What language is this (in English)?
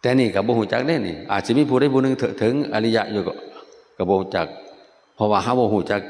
Northeastern Thai